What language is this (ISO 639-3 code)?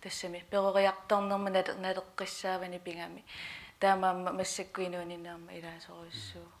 kal